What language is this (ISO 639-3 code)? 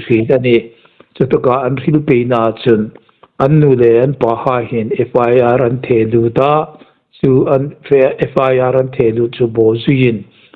hmr